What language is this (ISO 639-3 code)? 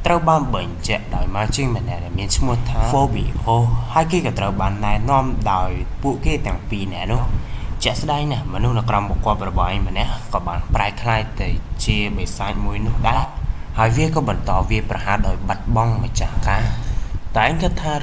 khm